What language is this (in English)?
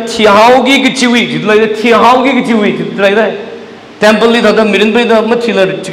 Tangkhul Naga (India)